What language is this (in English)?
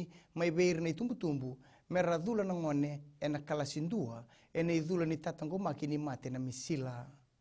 Fijian